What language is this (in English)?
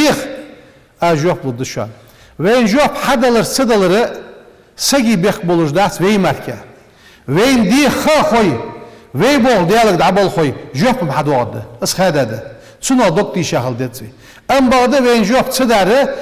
Ingush